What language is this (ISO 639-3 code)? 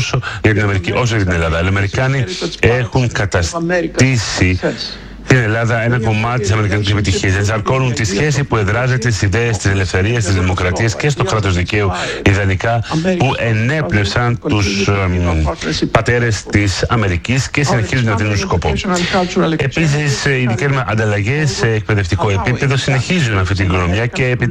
ell